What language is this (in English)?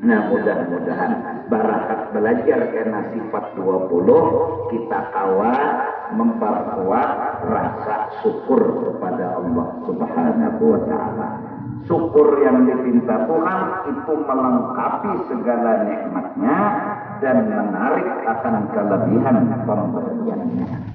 Banjar